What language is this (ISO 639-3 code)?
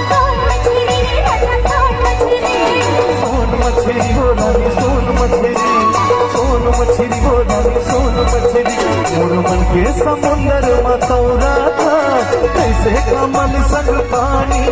hne